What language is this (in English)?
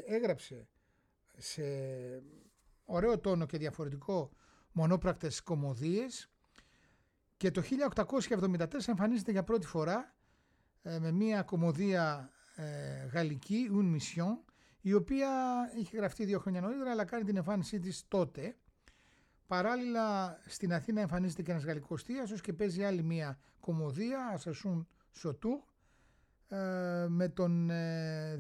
Greek